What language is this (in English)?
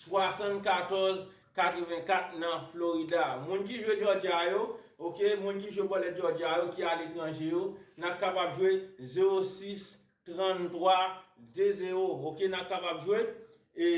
Haitian Creole